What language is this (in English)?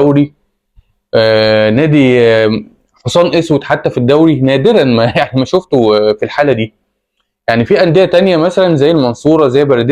Egyptian Arabic